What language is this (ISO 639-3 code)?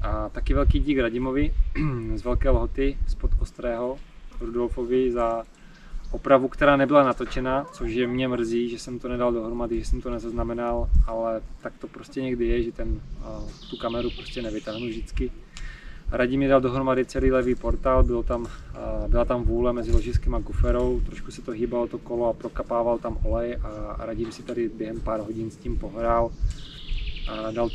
ces